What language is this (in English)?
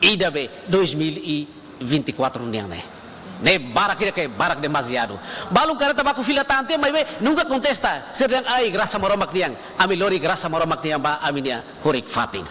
Tetum